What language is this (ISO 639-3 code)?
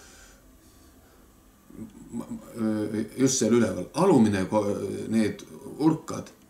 est